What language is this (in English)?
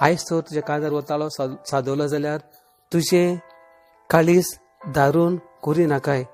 Konkani